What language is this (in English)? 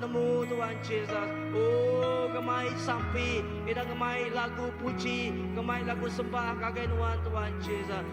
Iban